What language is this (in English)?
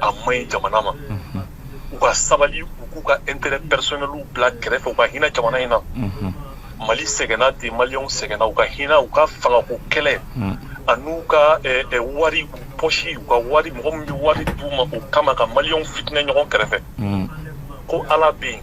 Bambara